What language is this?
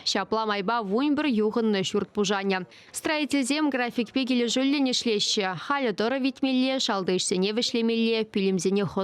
Chuvash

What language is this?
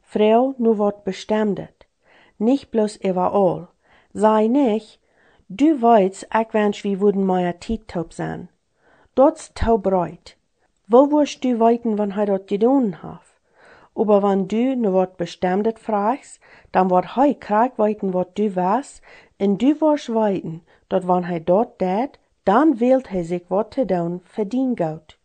Plautdietsch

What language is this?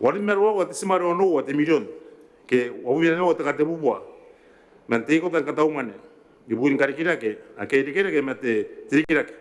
Gilbertese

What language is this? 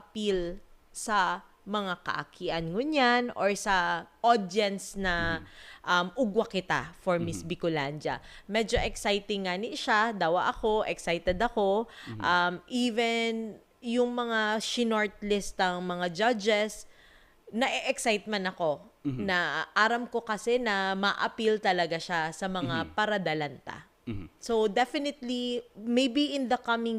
Bikol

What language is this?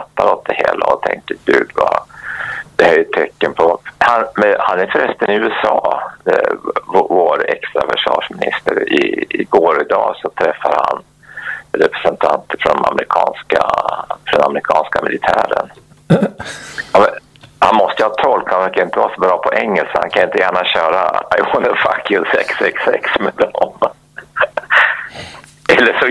Swedish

